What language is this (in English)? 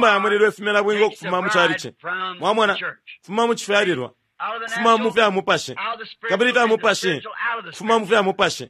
Bemba